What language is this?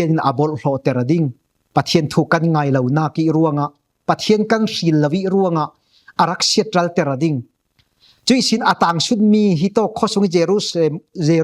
Falam Chin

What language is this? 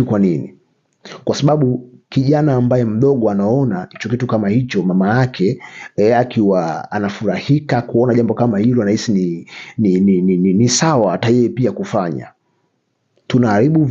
Swahili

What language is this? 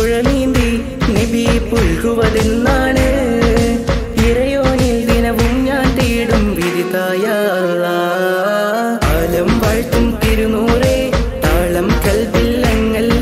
Malayalam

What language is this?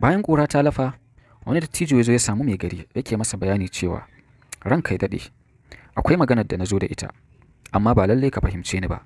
Hausa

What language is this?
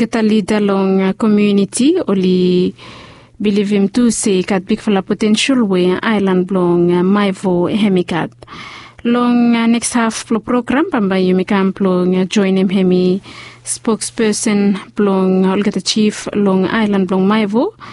Bislama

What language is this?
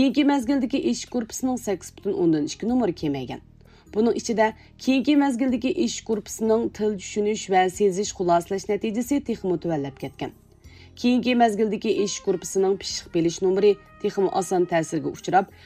Uyghur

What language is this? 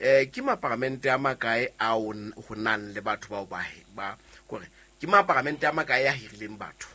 Southern Sotho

